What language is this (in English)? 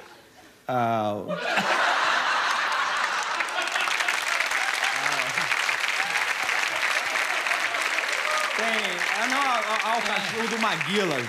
Portuguese